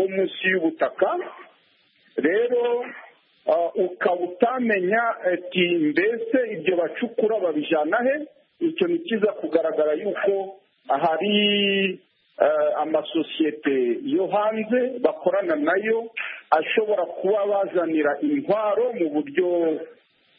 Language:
Kinyarwanda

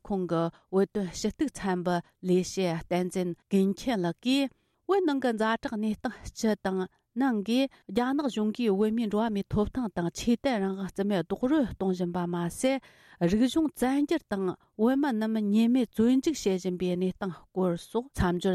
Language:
Tibetan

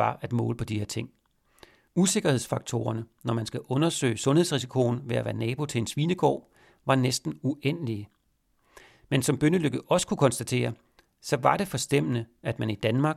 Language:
Danish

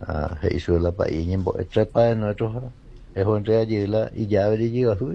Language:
Guarani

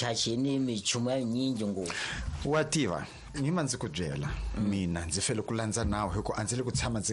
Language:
Tsonga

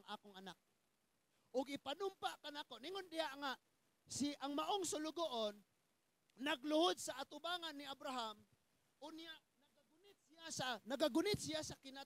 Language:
Cebuano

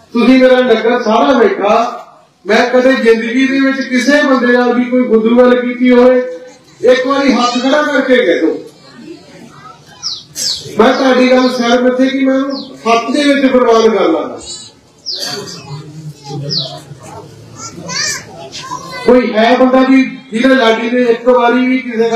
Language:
Punjabi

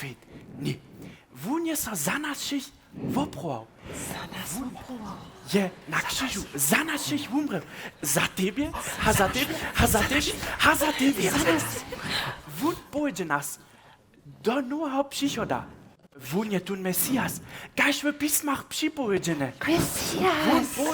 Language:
Upper Sorbian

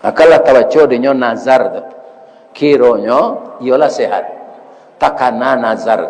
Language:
Minangkabau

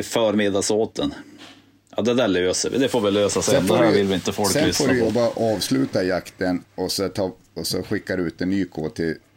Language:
Swedish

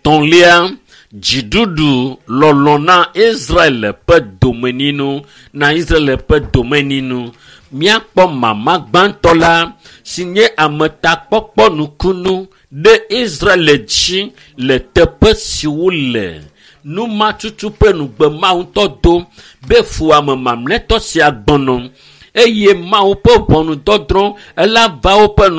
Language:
Ewe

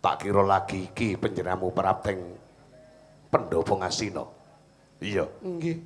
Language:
Javanese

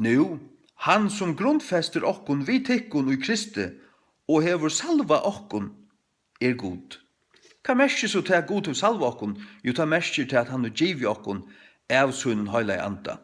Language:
Faroese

